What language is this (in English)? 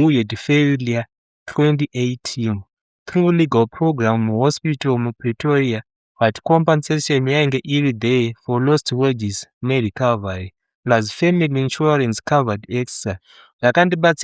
Shona